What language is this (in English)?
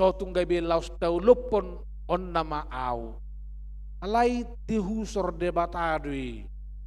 Batak Toba